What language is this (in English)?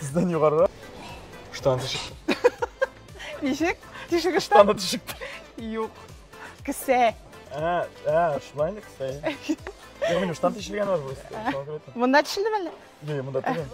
Tatar